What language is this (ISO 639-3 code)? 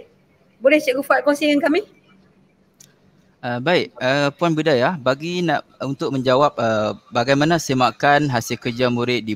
msa